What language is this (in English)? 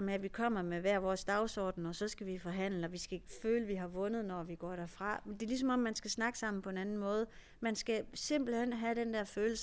Danish